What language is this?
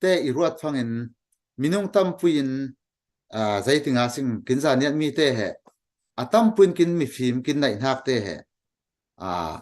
Falam Chin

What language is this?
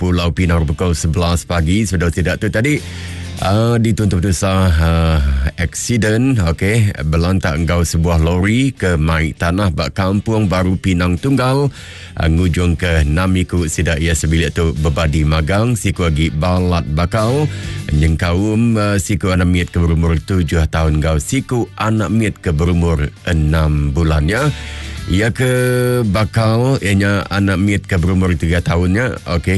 Iban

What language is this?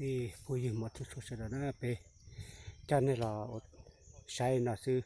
Hmong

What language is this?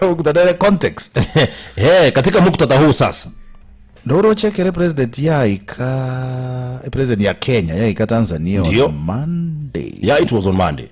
Gusii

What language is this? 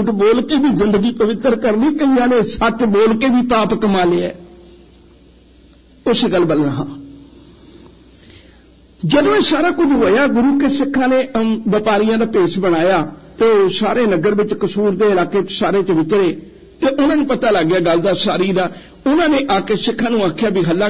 Punjabi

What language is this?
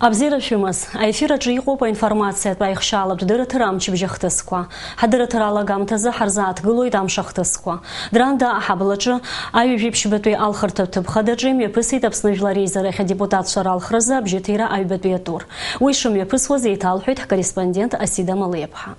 Abkhazian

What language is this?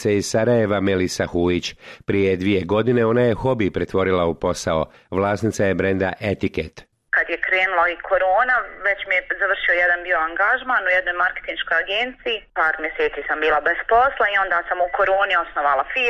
Bosnian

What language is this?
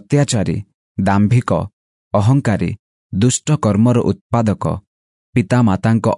Odia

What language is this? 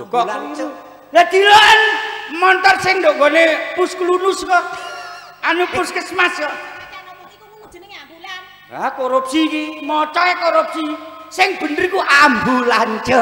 Javanese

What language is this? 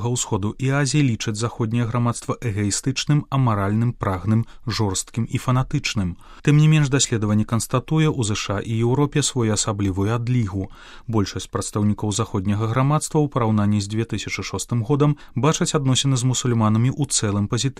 Belarusian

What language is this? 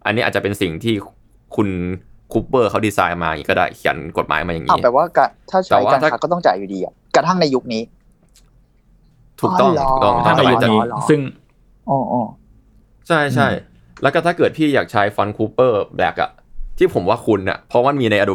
Thai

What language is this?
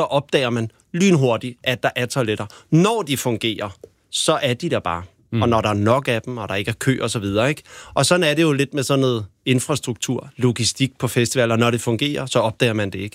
Danish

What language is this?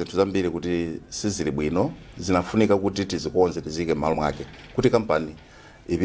Nyanja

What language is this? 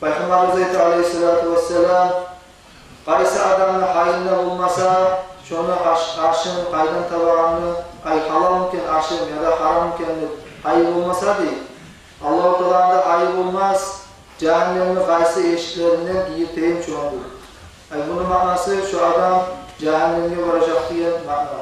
Kumyk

